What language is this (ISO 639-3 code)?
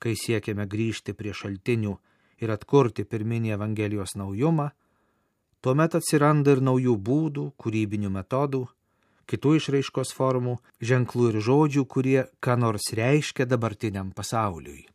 lit